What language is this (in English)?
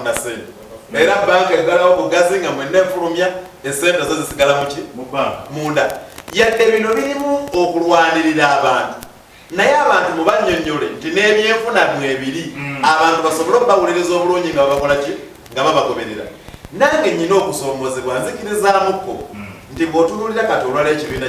Ganda